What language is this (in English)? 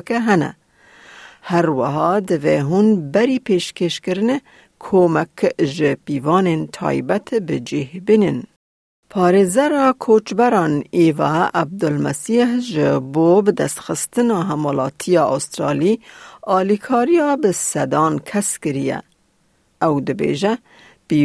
Kurdish